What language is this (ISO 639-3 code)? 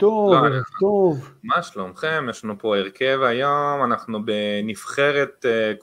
heb